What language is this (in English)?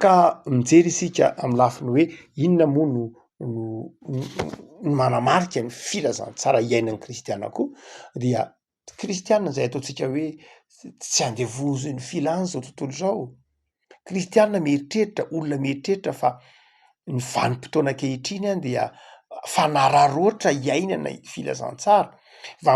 Malagasy